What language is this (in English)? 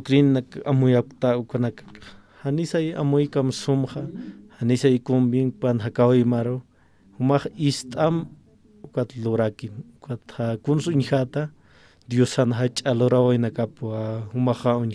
Aymara